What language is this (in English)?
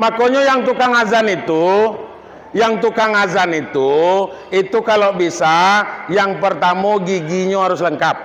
Minangkabau